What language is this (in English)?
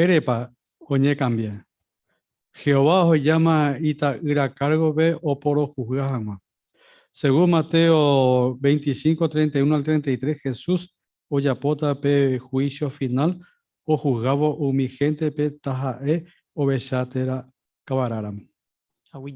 Guarani